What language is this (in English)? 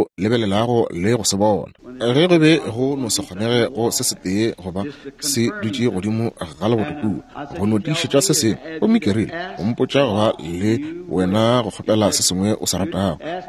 Northern Sotho